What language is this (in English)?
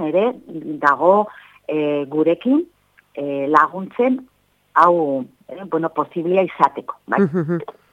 Basque